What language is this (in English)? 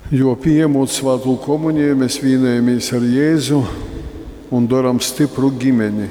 Latgalian